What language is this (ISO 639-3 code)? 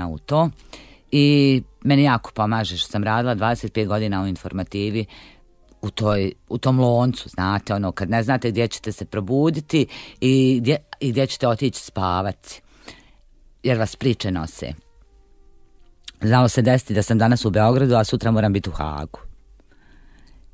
bos